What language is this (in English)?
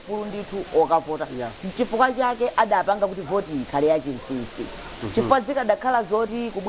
Nyanja